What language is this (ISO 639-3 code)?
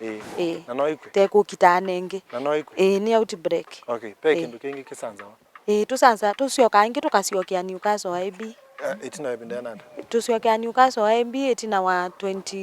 kam